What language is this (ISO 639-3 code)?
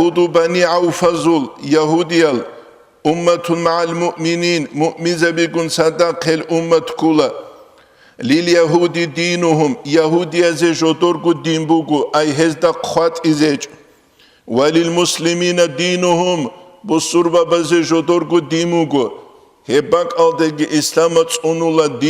ava